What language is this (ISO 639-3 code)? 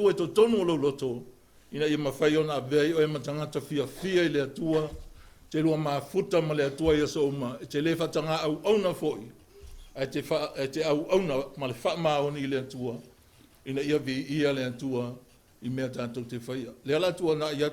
smo